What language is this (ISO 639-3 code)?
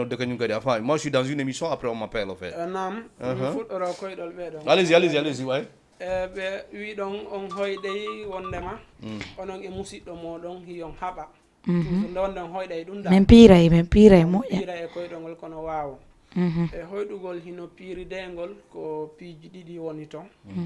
ful